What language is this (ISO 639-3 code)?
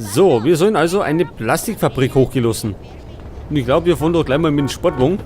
bar